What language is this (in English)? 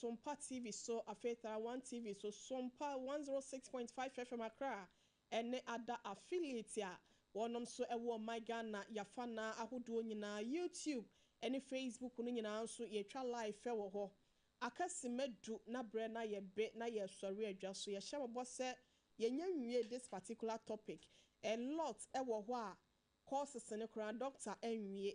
Akan